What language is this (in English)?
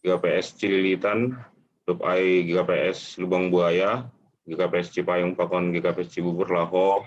Batak Simalungun